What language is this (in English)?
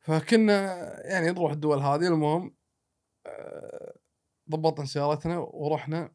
Gulf Arabic